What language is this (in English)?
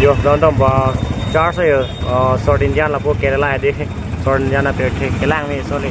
Karbi